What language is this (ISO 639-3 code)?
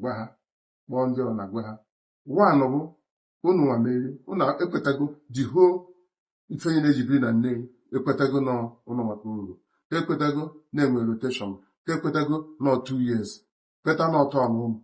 ibo